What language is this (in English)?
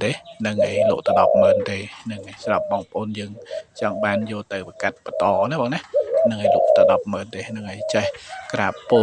Khmer